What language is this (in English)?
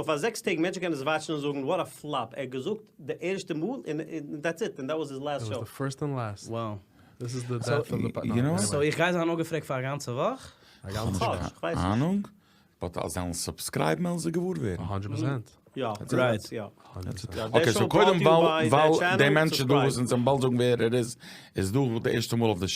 Yiddish